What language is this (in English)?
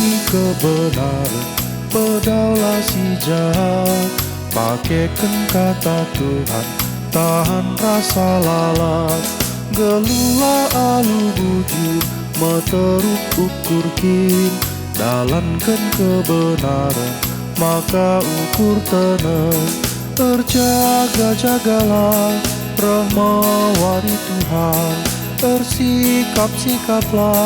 Batak Karo